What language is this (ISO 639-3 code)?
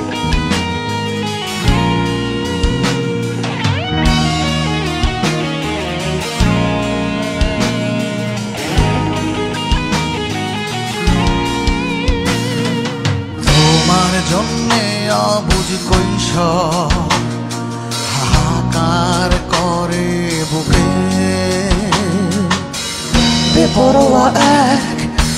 ben